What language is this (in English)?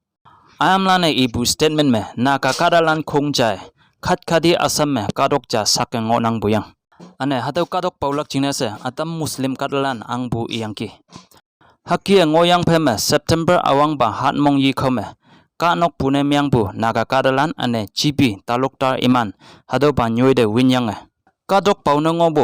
Konyak Naga